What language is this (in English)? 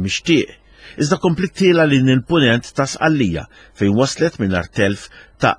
Maltese